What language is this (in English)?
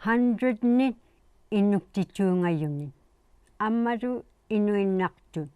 Inuktitut